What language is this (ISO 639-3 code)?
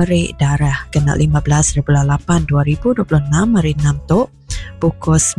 iba